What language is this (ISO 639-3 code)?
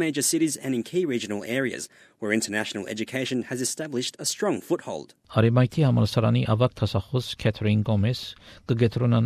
hye